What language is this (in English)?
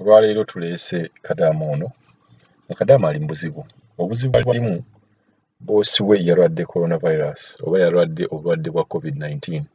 Ganda